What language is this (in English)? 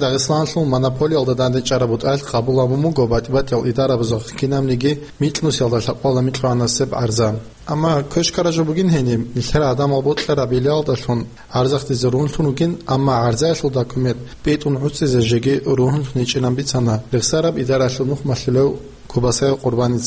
Avaric